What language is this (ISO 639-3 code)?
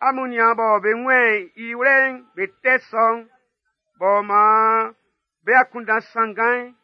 bci